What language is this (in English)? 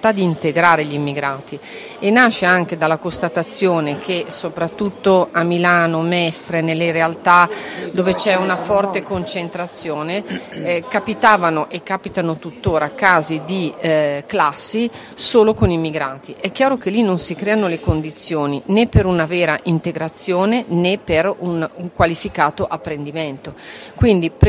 Italian